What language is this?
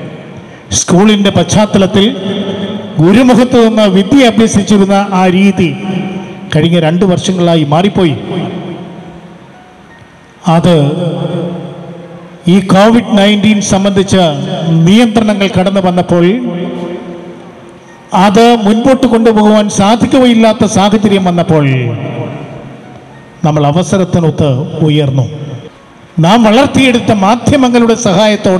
Malayalam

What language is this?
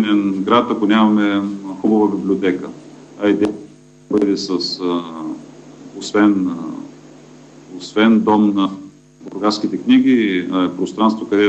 Bulgarian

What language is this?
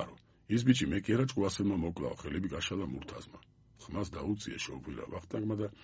Georgian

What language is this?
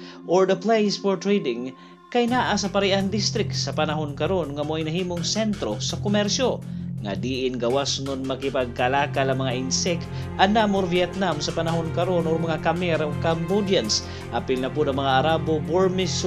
Cebuano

